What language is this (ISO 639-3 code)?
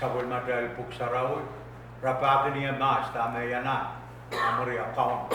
pon